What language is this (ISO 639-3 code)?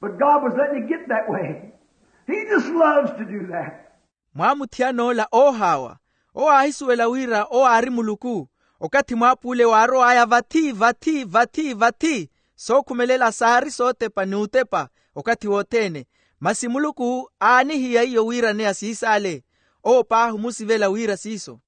vmw